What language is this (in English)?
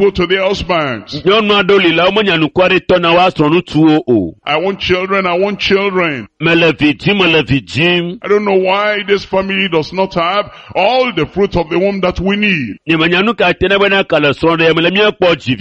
Ewe